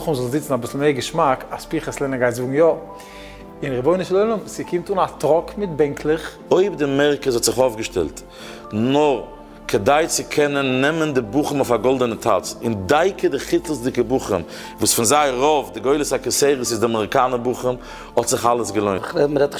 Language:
Yiddish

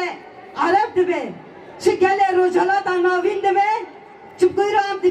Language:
Kurdish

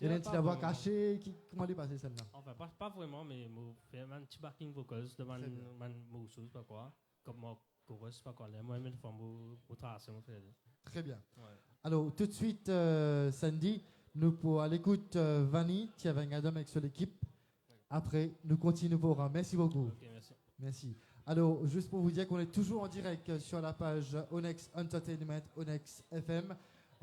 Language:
Morisyen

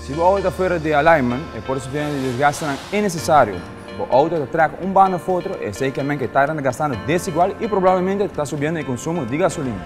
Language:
Papiamento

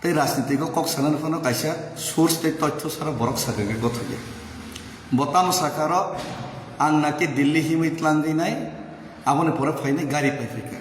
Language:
Kok Borok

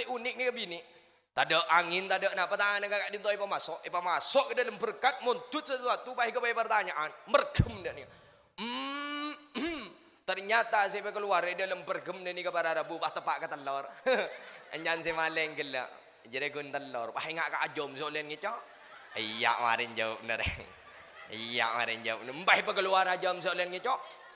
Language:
Madurese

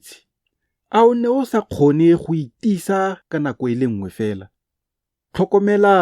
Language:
Tswana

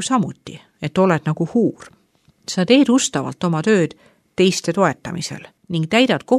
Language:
Estonian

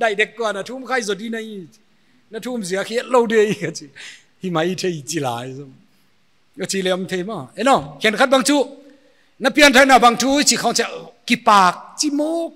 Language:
Paite Chin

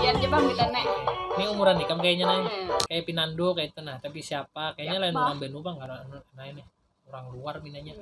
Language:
Banjar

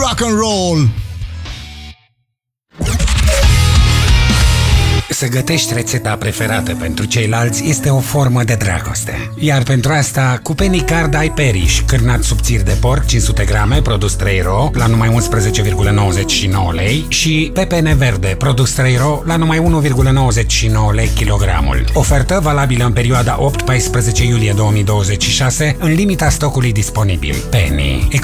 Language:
Romanian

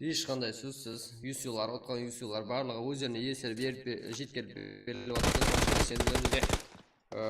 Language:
Kara-Kalpak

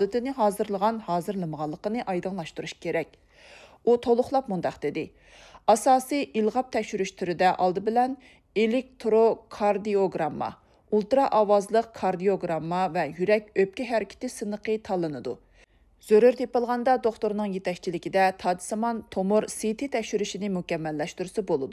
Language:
Uyghur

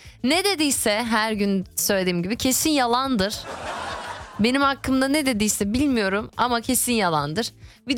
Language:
Turkish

